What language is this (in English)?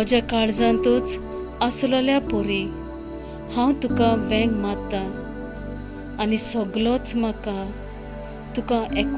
Konkani